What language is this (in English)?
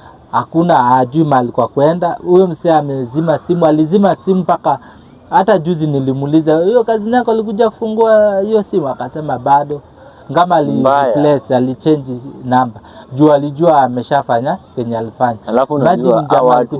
Swahili